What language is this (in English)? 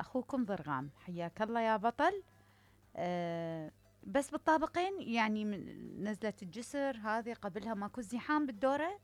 Mesopotamian Arabic